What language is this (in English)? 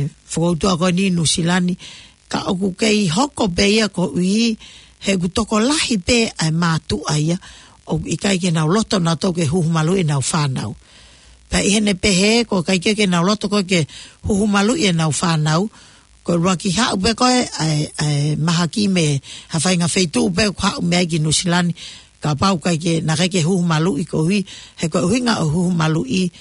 Tongan